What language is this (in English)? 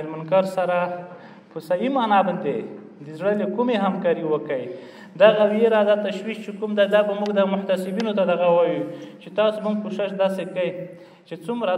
Pashto